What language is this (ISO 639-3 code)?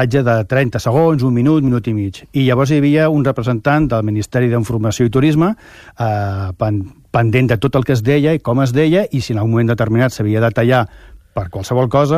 cat